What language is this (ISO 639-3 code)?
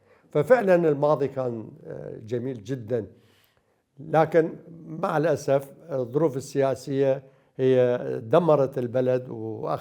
acm